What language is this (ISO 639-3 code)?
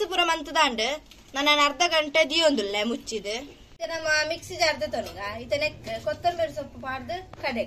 tcy